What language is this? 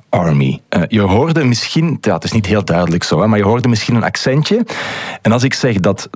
Dutch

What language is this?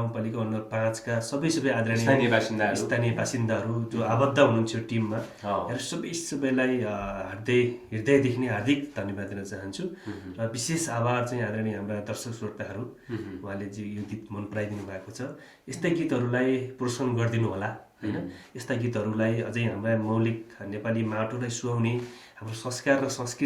Nepali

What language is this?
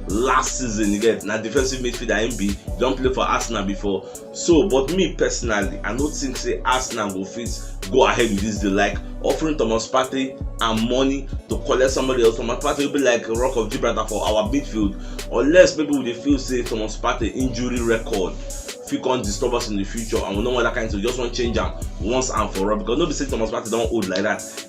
Nigerian Pidgin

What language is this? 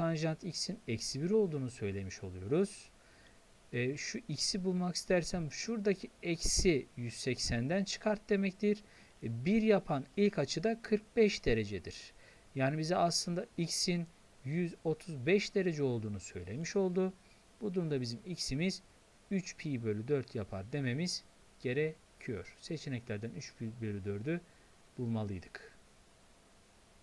Turkish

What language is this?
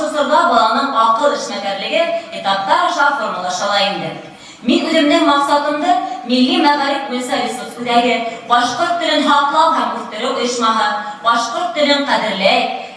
Bashkir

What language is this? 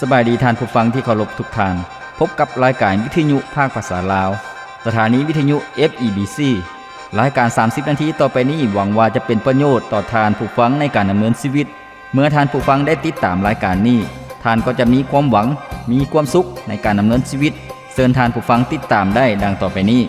Lao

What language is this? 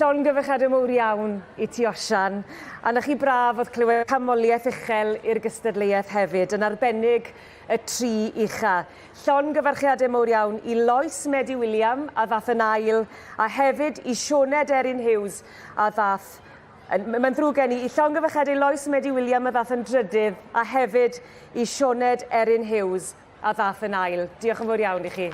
Welsh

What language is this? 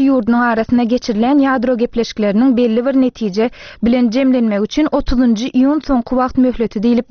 Turkmen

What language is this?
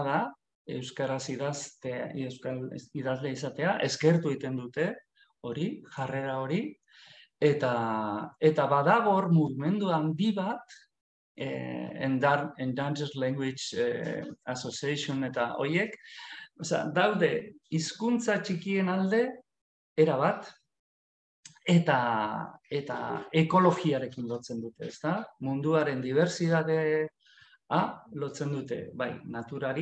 Basque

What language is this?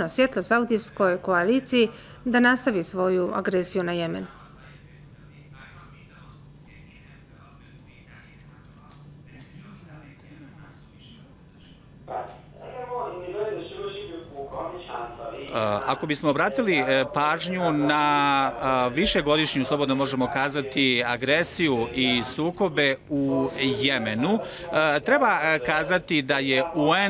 Bosnian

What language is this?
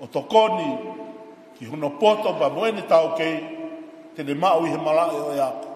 Tongan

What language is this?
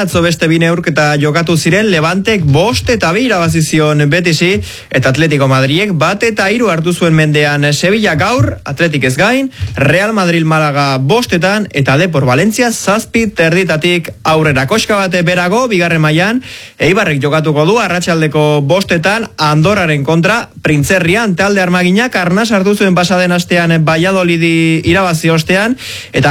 Basque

